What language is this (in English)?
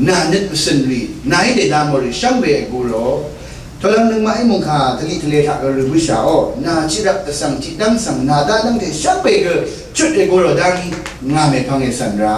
Rawang